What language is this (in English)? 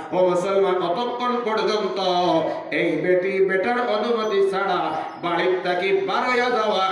Sylheti